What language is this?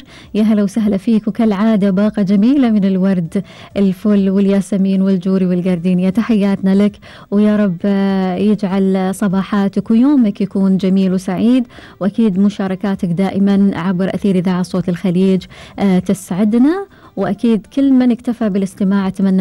Gulf Arabic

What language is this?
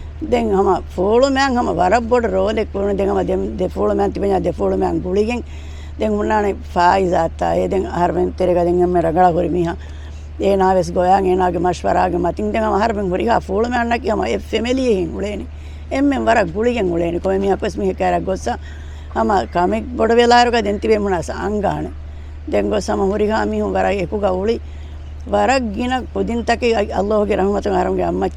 Divehi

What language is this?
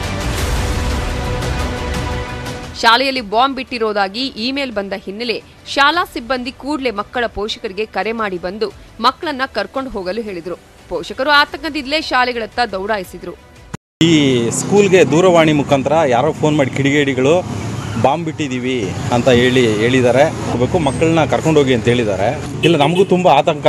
Kannada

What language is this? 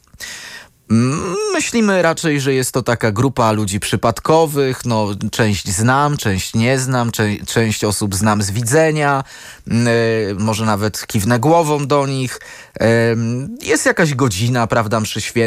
Polish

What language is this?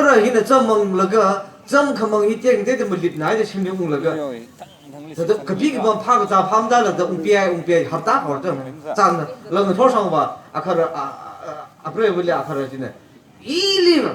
Tangkhul Naga (India)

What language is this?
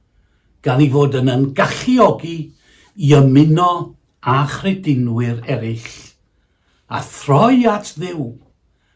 Welsh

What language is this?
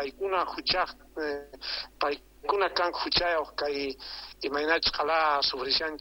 South Bolivian Quechua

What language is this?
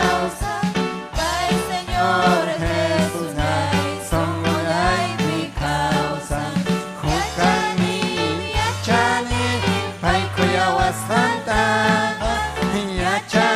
Ayacucho Quechua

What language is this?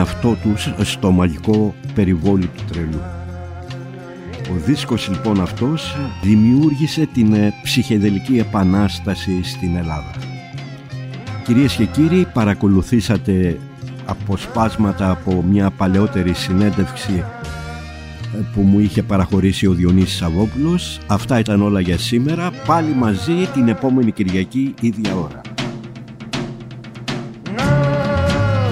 Greek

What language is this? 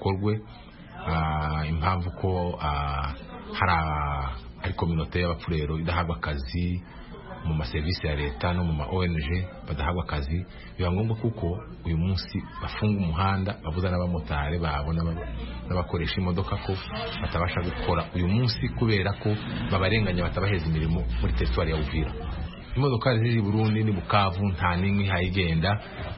Kinyarwanda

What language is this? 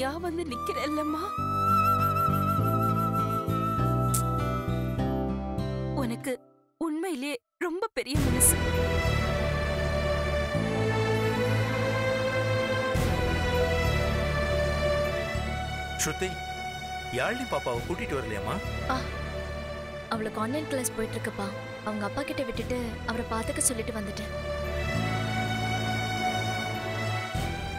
Tamil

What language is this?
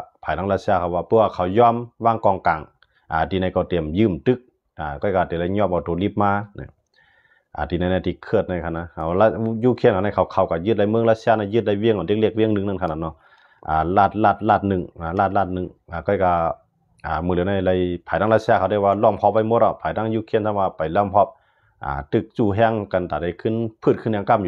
Shan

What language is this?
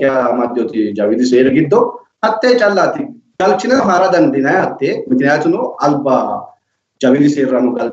Sidamo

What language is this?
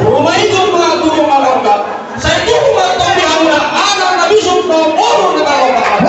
Batak Toba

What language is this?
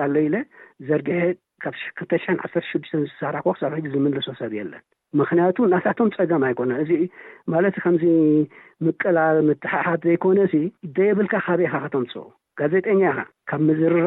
Tigrinya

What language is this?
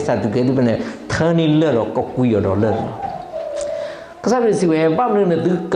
S'gaw Karen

